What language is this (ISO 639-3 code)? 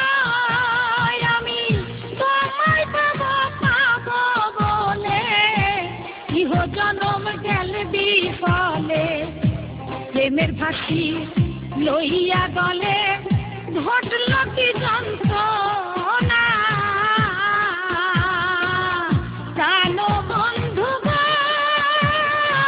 ben